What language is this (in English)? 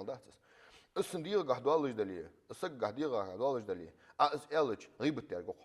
Ingush